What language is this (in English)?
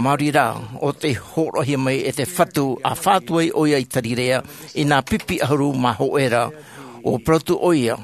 Tahitian